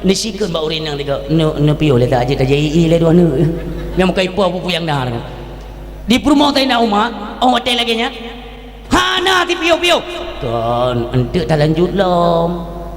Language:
Achinese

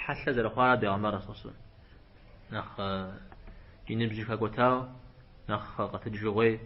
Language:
Kabardian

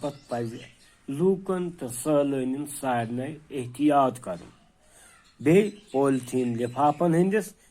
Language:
Kashmiri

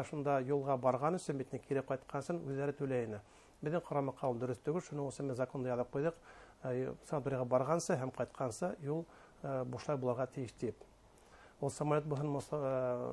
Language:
Bashkir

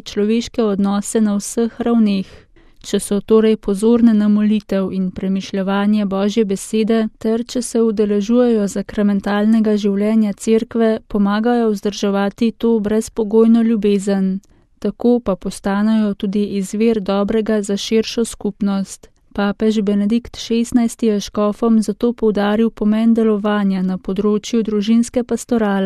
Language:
Slovenian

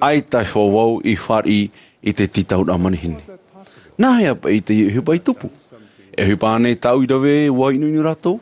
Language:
Tahitian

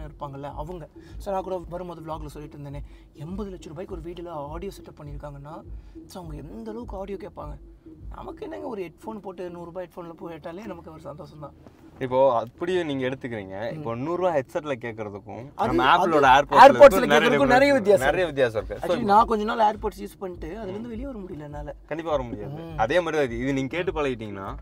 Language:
Tamil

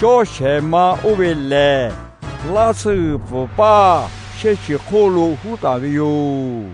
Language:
Lahu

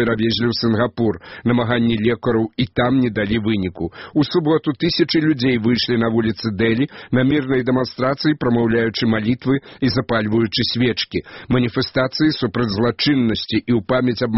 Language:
Belarusian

